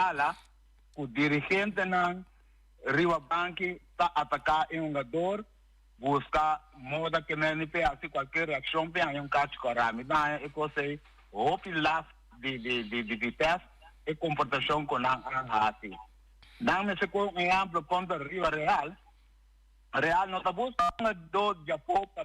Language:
Papiamento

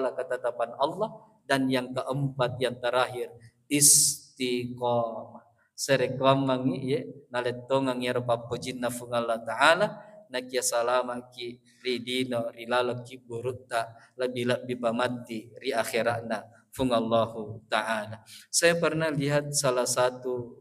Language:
Buginese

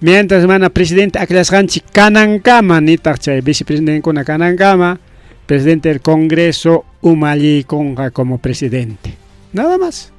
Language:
Ayacucho Quechua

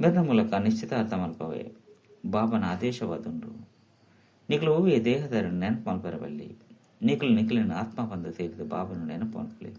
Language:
Tulu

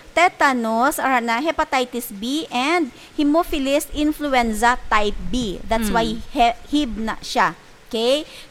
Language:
Hiligaynon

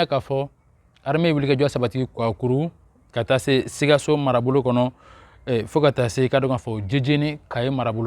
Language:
Bambara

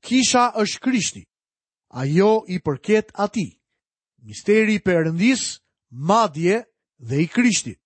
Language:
Albanian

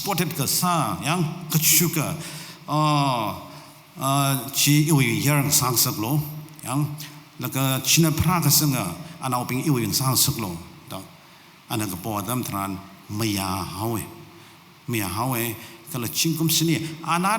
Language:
Tangkhul Naga (India)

